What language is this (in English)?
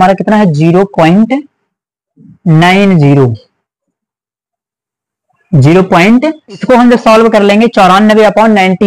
Hindi